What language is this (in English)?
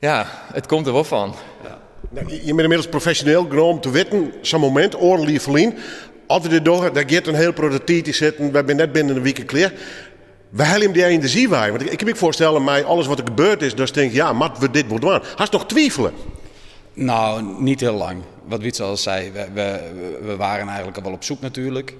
Western Frisian